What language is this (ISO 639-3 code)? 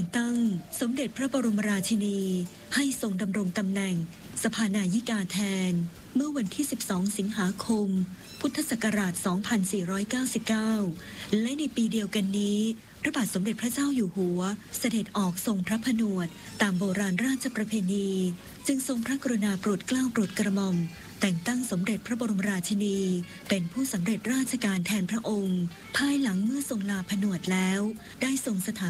tha